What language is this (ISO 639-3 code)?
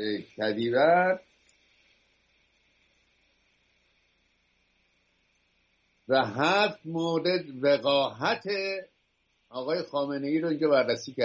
fas